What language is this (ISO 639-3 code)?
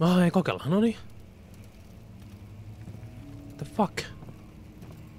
fin